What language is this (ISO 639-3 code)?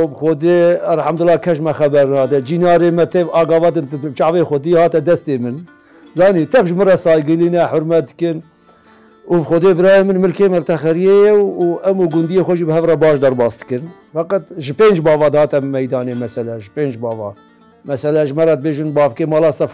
kur